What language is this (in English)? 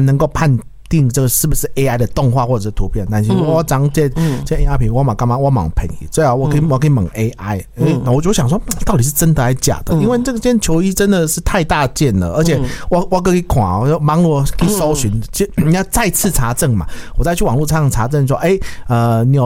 Chinese